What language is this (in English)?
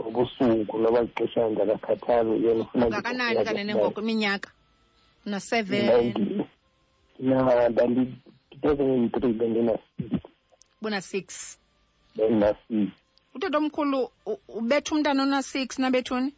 Xhosa